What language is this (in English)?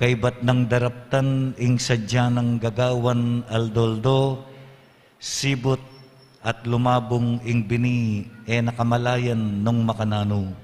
Pampanga